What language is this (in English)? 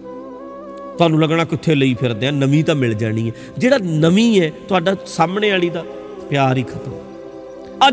Punjabi